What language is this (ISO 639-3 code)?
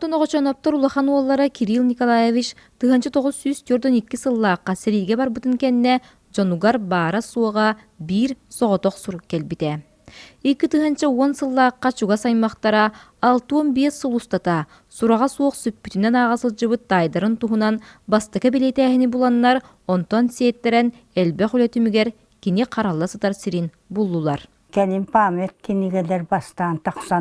sah